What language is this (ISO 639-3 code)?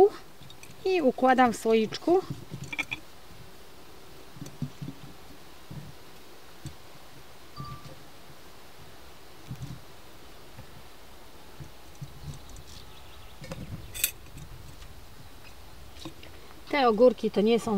pol